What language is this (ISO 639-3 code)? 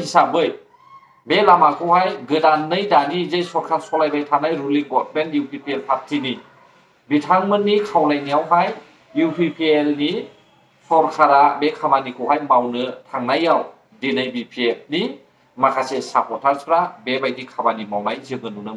brx